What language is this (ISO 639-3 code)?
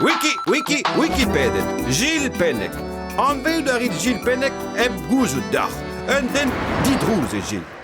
bre